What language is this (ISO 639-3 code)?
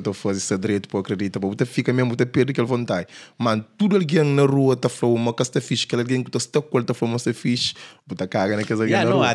kea